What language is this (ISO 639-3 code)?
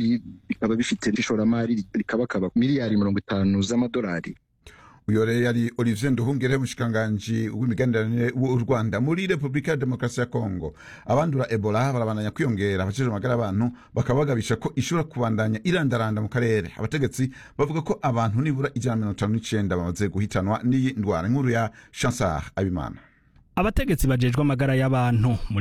run